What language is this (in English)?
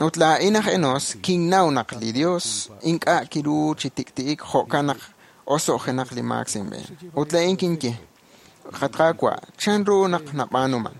Kekchí